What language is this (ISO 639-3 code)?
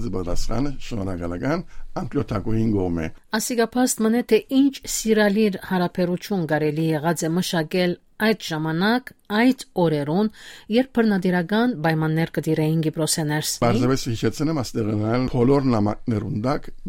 hye